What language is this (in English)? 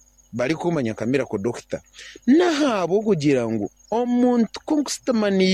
Nyankole